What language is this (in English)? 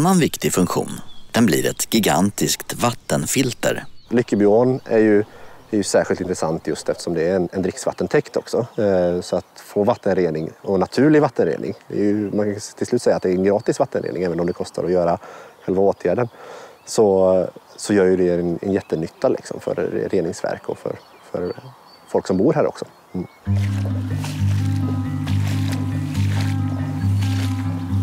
Swedish